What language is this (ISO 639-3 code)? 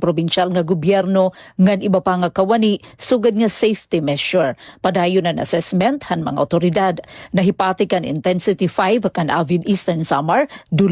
war